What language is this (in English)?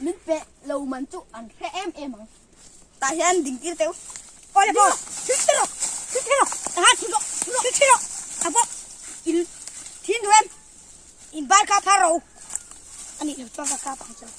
Mizo